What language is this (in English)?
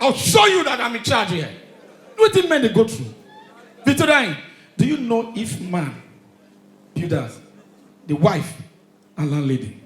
Nigerian Pidgin